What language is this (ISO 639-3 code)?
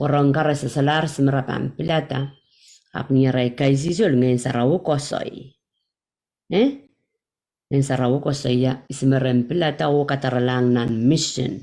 pon